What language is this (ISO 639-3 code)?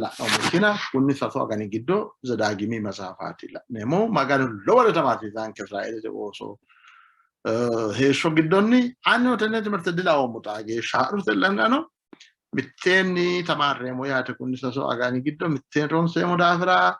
sid